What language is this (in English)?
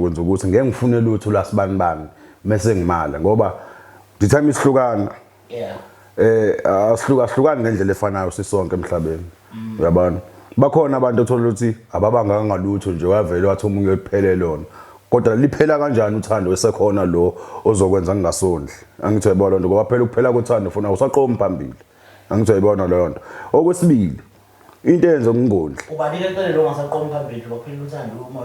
Zulu